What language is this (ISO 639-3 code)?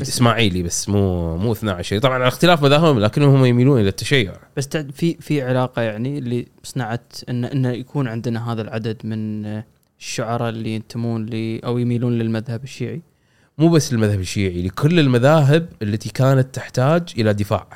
afb